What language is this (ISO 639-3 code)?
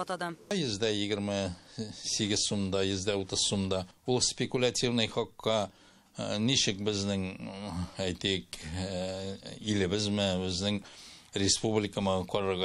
tat